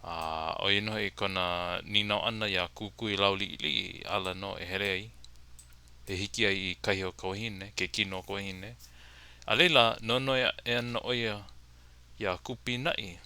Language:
Hawaiian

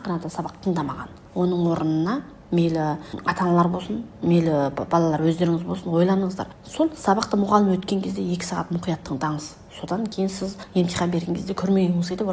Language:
Kazakh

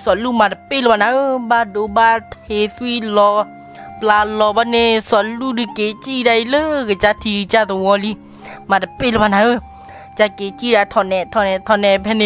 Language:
S'gaw Karen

